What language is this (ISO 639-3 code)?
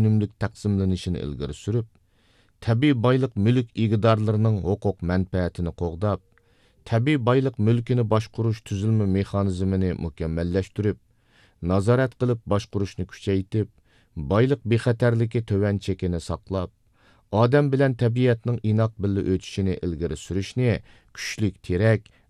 uig